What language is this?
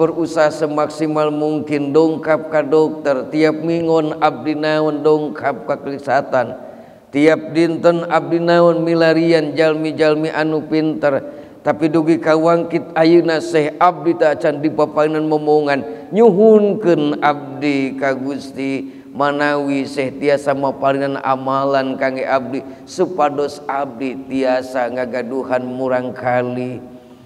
Sundanese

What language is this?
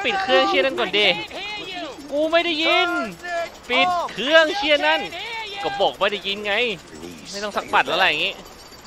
Thai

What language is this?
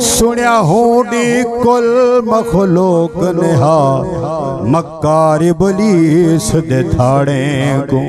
Saraiki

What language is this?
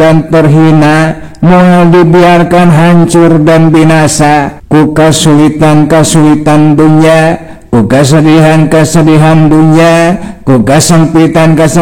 Sundanese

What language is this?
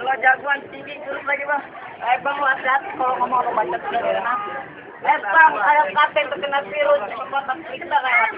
Betawi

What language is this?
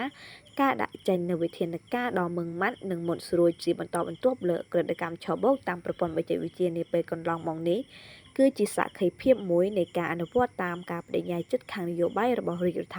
Khmer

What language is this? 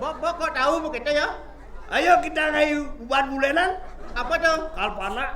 Balinese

